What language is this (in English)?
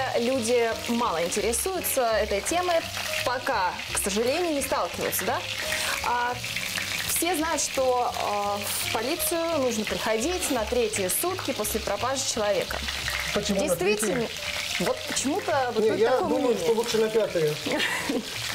Russian